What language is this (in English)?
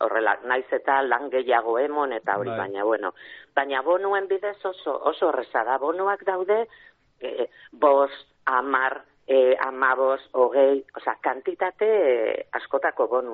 Basque